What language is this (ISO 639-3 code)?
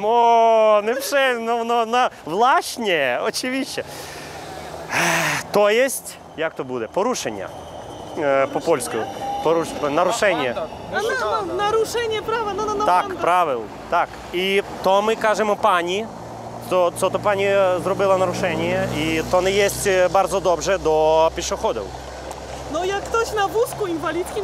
ukr